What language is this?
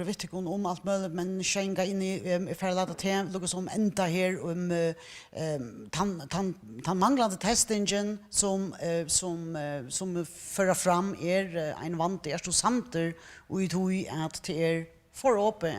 Faroese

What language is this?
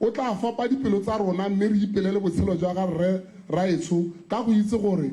Tswana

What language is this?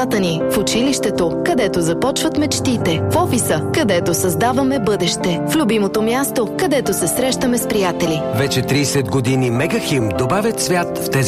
Bulgarian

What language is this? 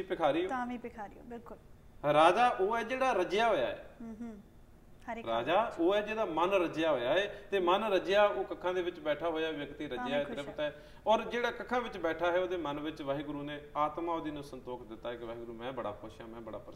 Punjabi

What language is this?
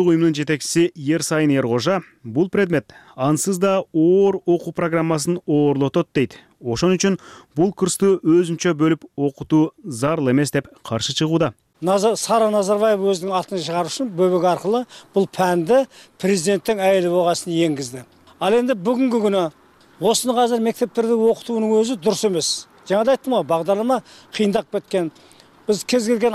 Kyrgyz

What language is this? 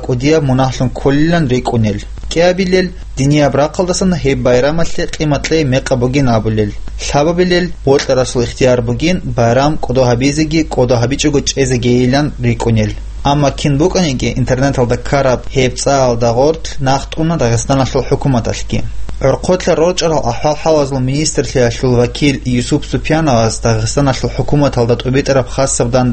Avaric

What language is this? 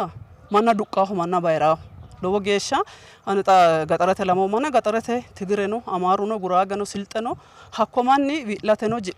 Sidamo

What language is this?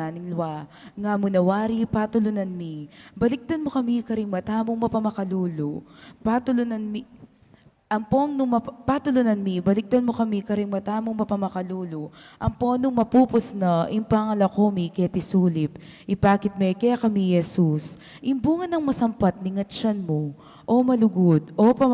Pampanga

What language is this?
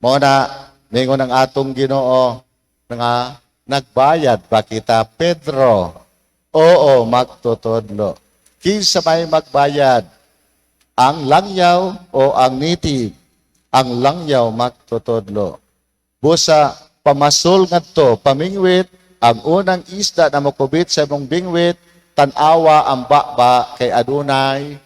Cebuano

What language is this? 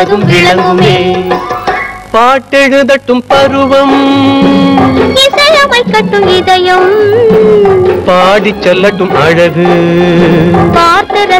Tamil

